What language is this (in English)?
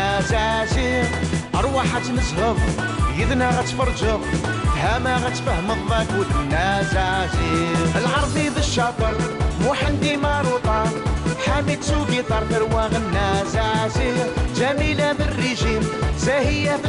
Kabyle